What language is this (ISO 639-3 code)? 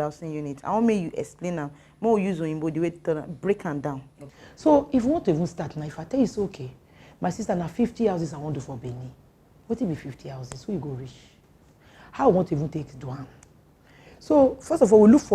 pcm